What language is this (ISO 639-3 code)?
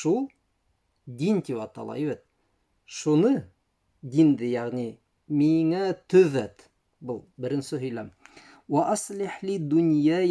bak